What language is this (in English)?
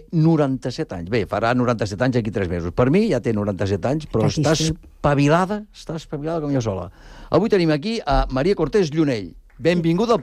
Catalan